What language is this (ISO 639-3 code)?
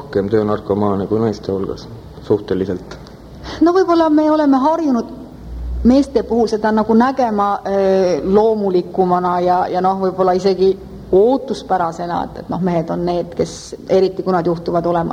est